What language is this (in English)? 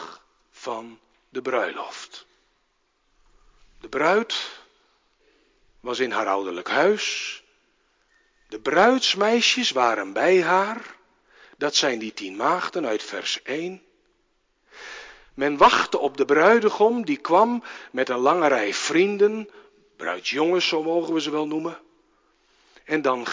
Dutch